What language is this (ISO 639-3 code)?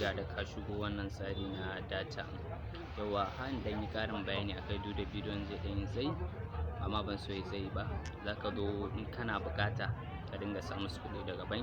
hau